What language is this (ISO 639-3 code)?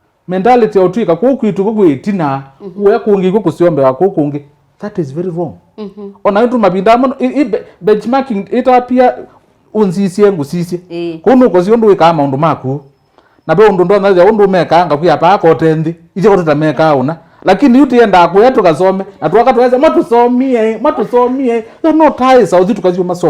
kam